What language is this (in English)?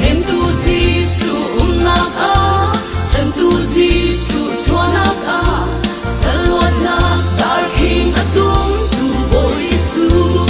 Hakha Chin